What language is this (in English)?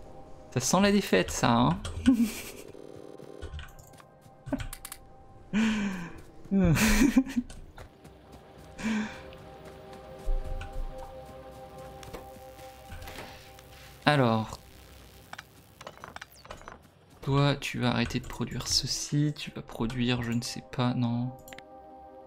French